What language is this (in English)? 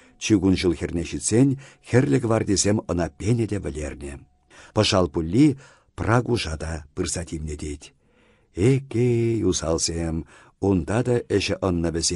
Chuvash